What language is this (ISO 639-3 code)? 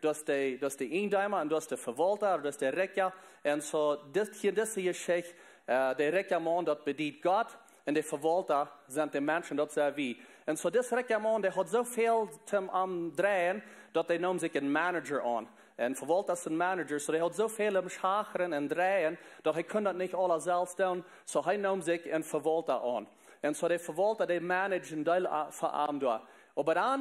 pdt